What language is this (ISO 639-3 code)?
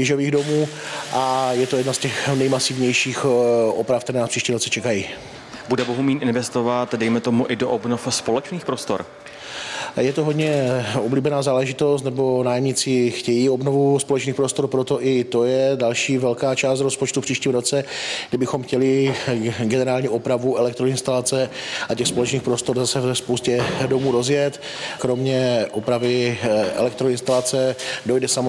ces